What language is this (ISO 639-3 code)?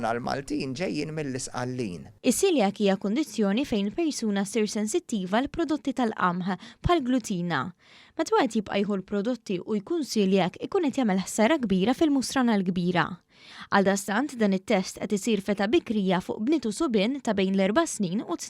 mlt